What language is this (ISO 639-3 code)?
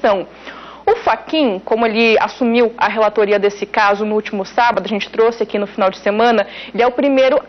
por